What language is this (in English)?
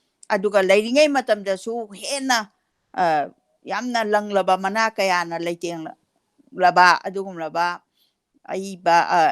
Manipuri